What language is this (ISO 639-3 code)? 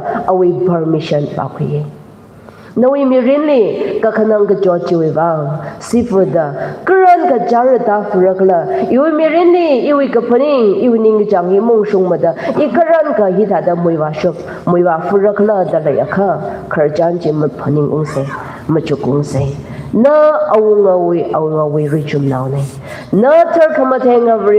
nmf